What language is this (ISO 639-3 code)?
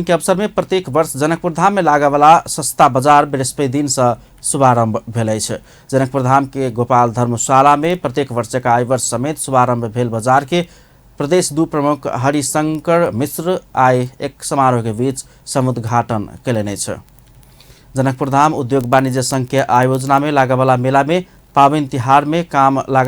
mai